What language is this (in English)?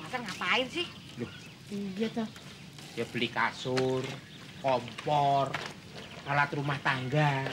Betawi